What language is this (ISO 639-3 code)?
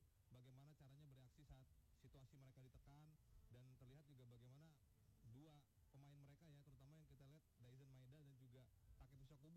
ind